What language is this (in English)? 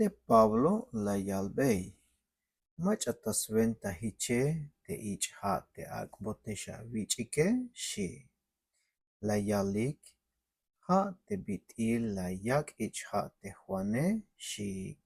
Tzeltal